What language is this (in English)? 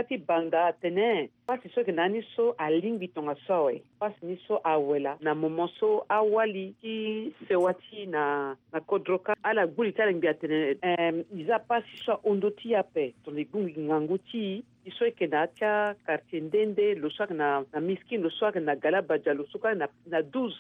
Sango